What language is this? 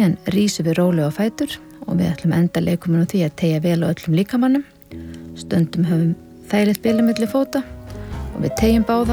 Icelandic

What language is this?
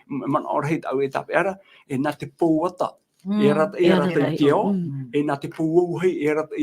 Tahitian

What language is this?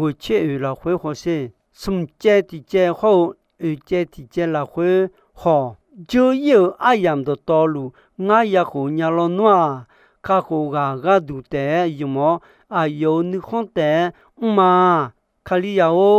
Akha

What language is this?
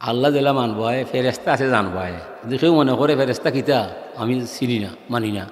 Sylheti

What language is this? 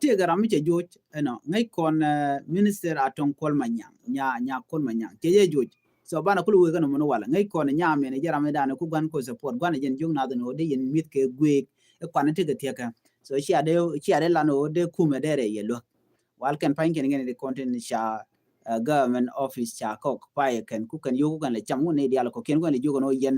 Nuer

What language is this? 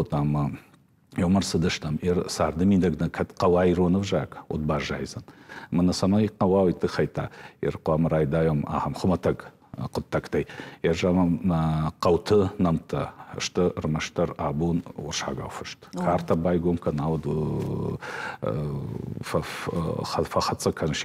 Ossetic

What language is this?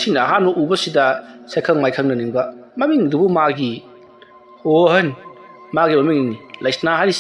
Manipuri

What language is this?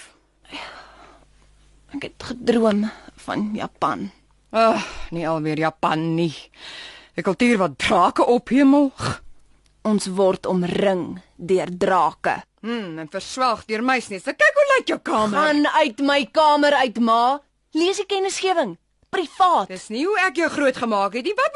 Afrikaans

